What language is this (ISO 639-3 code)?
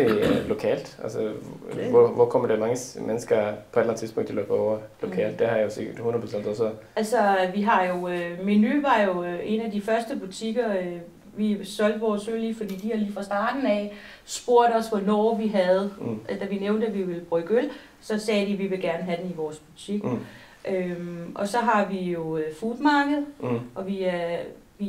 dan